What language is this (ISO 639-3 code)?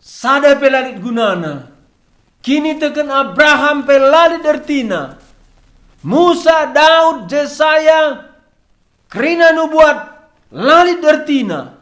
btx